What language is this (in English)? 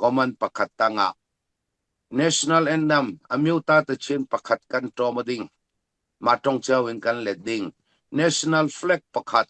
Falam Chin